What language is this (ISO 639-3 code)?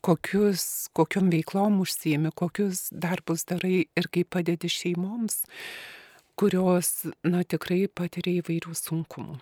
lit